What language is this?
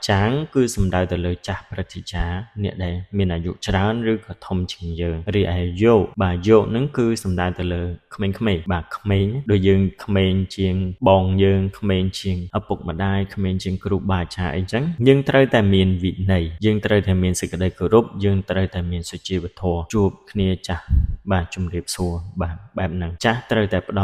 Khmer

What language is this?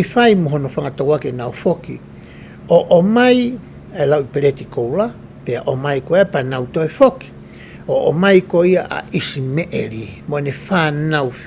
Tongan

